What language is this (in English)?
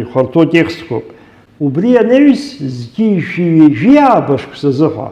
Abkhazian